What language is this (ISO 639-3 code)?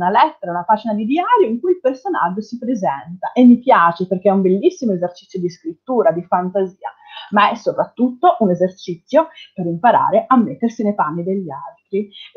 ita